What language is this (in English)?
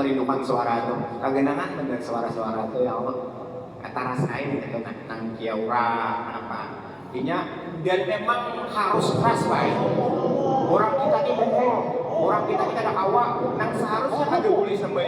Banjar